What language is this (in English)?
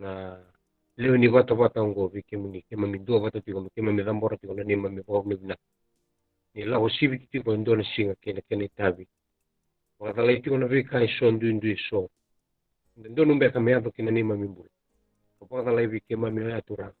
Fijian